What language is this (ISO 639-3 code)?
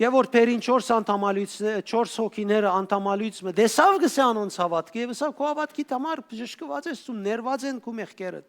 hyw